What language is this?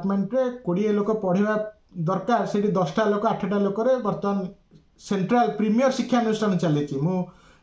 Odia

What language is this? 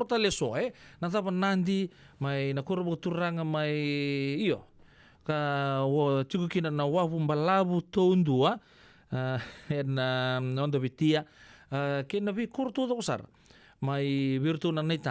Fijian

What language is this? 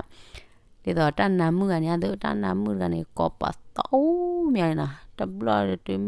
S'gaw Karen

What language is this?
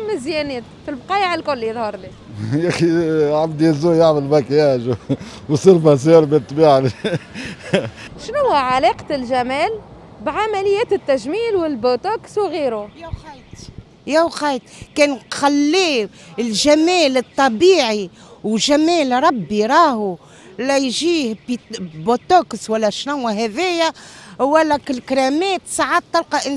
Tunisian Arabic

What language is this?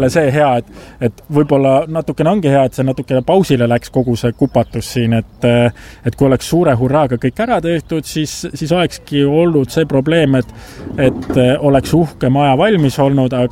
Estonian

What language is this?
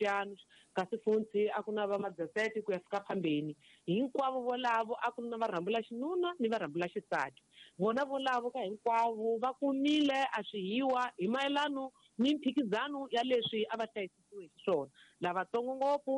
Tsonga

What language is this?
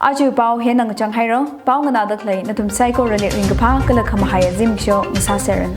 Tangkhul Naga (India)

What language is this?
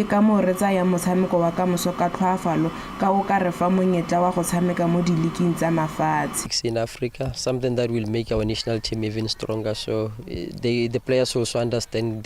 Tswana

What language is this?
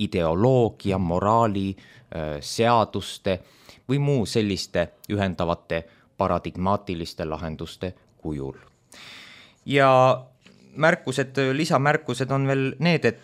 Estonian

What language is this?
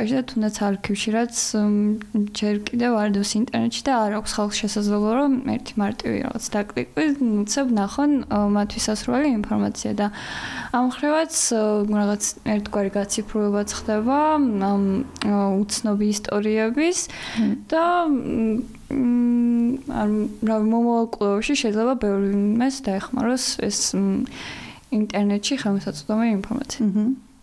Georgian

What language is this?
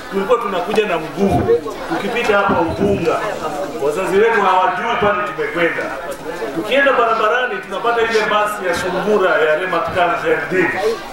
Swahili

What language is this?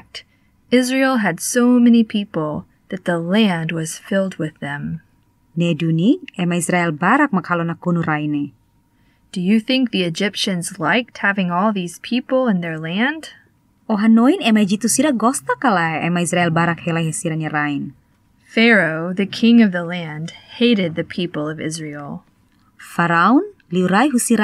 Tetum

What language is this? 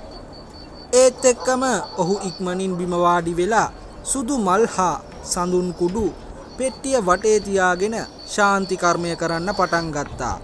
Sinhala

